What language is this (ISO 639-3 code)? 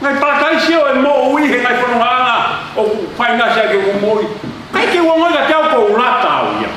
ton